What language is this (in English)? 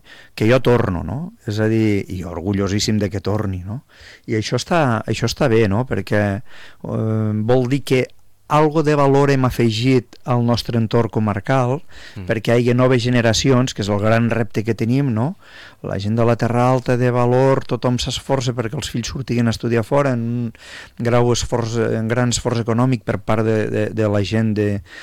Catalan